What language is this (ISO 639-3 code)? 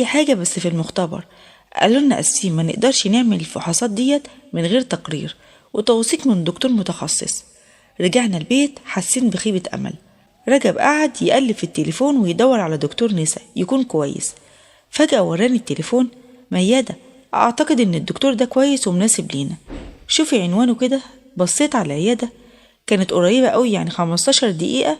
arz